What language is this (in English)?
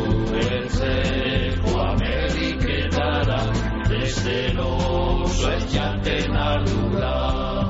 Basque